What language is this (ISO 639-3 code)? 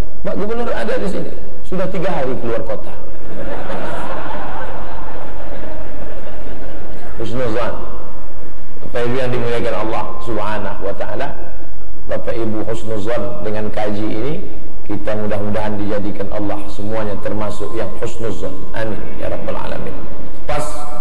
ind